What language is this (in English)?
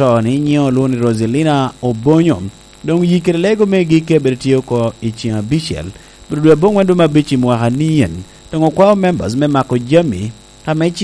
Lango (Uganda)